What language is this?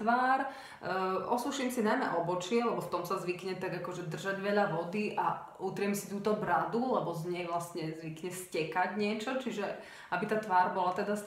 Slovak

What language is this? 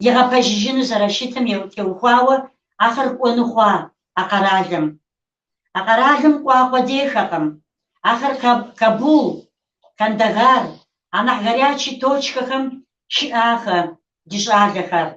Kabardian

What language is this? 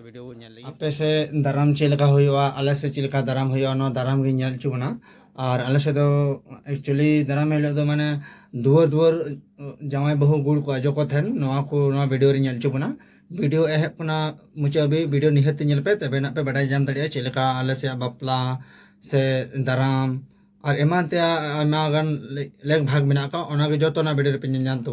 Santali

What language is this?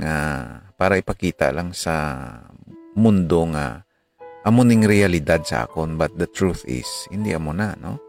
Hiligaynon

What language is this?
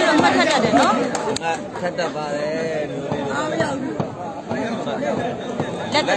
Burmese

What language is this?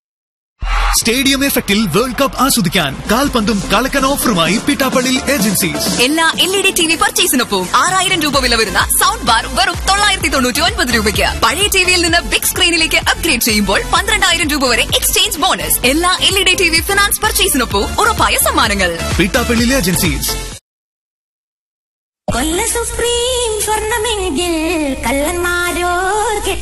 Malayalam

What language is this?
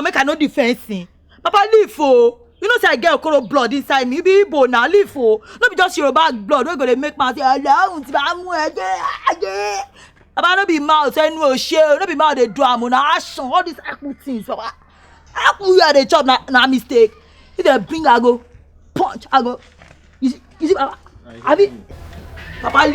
Nigerian Pidgin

